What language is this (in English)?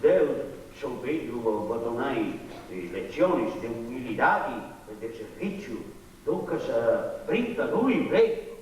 Sardinian